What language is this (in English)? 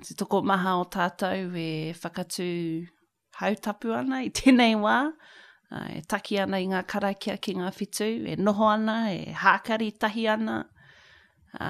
Māori